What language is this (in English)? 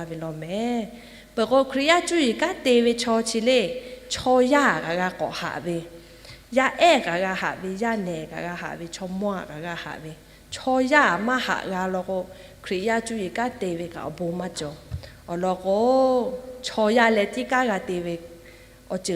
Lahu